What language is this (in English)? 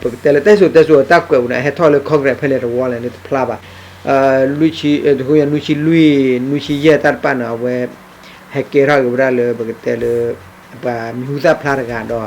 S'gaw Karen